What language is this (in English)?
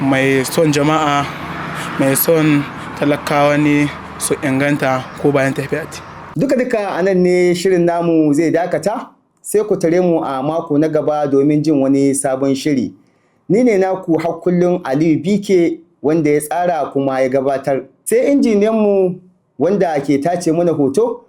Hausa